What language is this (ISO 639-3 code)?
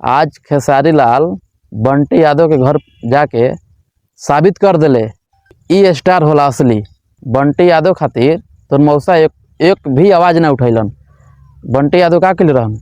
bho